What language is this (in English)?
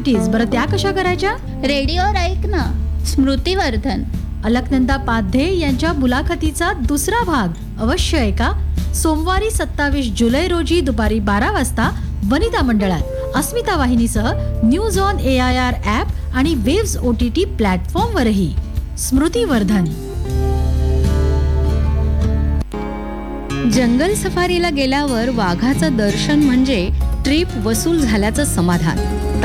Marathi